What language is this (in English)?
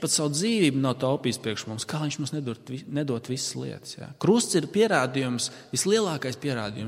Latvian